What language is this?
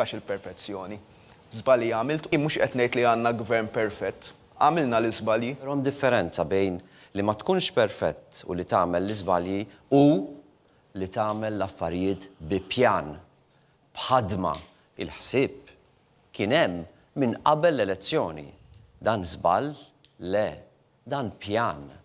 Maltese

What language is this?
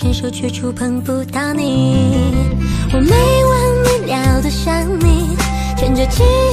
Chinese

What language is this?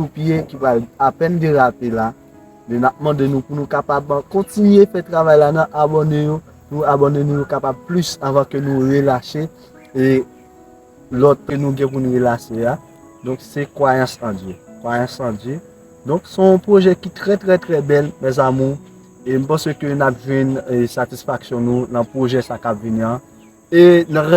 Haitian Creole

